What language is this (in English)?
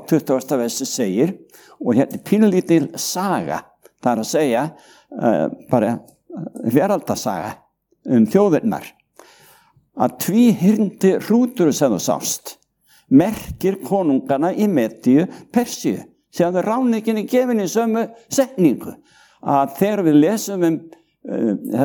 Icelandic